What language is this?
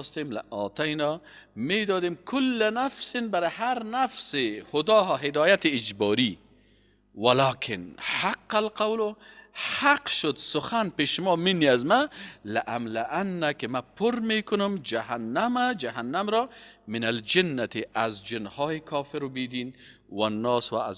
Persian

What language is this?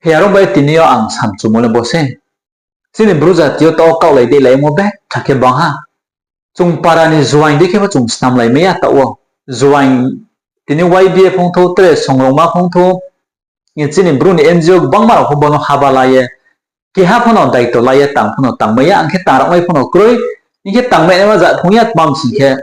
Riang (India)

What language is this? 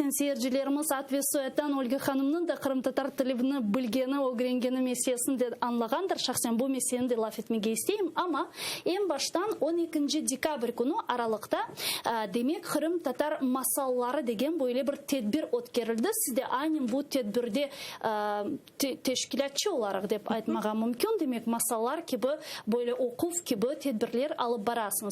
Crimean Tatar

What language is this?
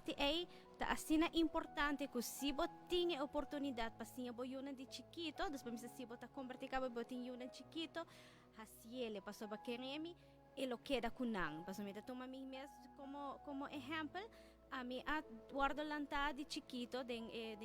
Papiamento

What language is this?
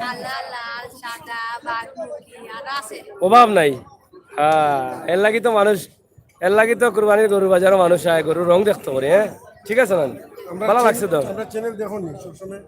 Sylheti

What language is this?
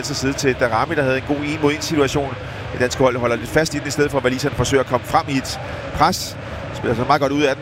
Danish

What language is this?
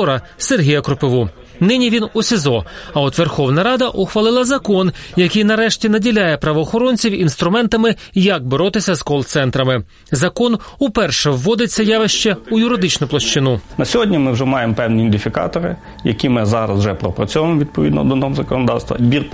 Ukrainian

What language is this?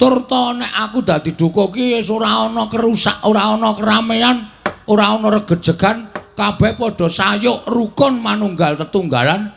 Javanese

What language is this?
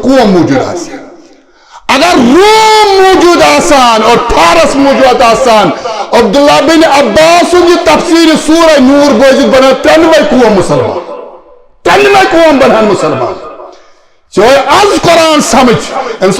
Kashmiri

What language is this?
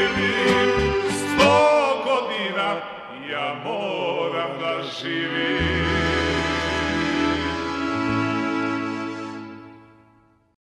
Serbian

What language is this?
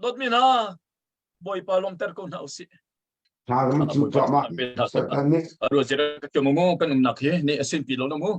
Hakha Chin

